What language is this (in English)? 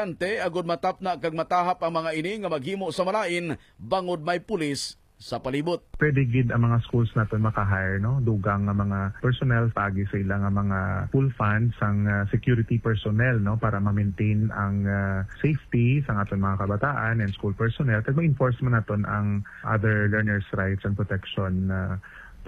Hiligaynon